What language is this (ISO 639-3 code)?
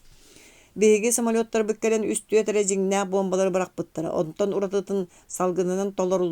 sah